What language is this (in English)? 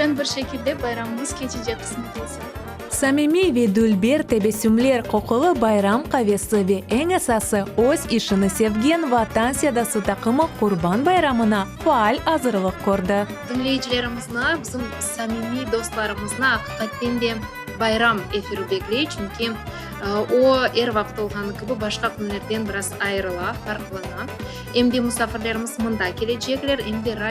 Crimean Tatar